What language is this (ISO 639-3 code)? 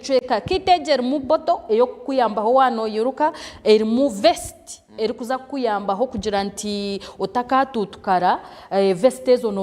nyn